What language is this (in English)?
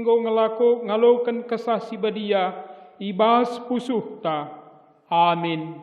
Batak Karo